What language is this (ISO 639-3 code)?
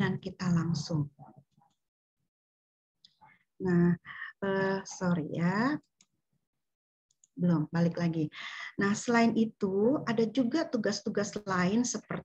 ind